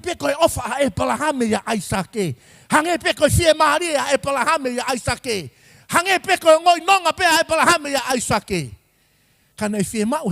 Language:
Tongan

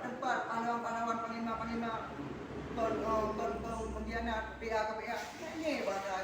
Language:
Achinese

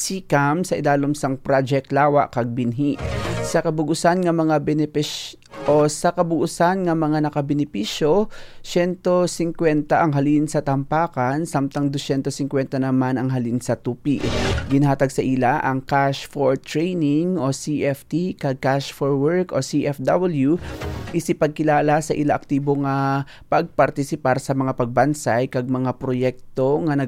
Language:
Hiligaynon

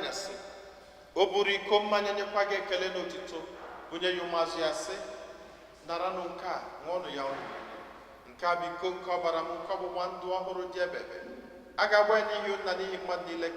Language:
Igbo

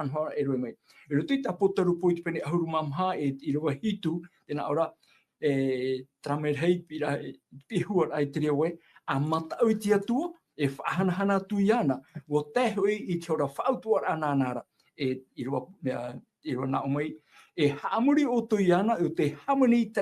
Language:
Tahitian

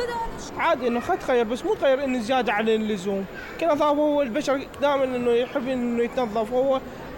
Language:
Mesopotamian Arabic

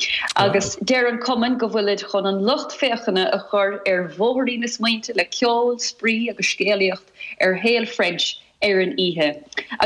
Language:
Irish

